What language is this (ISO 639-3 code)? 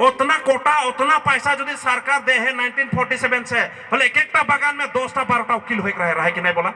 sck